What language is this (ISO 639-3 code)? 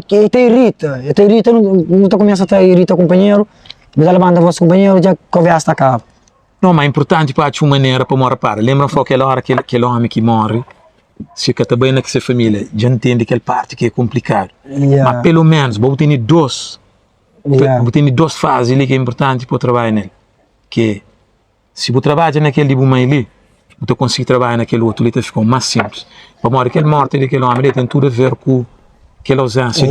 kea